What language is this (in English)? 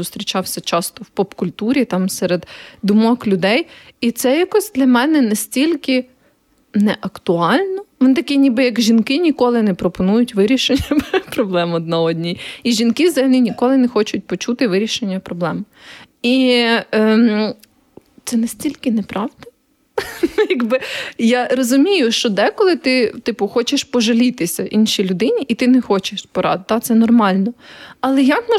Ukrainian